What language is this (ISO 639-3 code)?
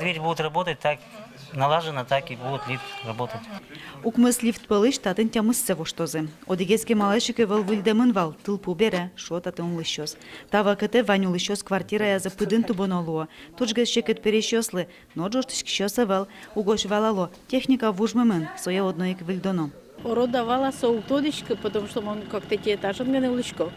udm